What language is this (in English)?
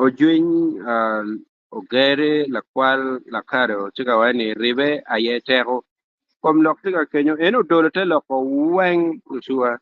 Acoli